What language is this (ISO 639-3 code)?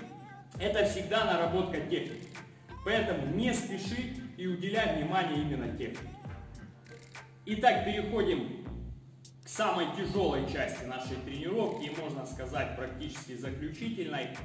rus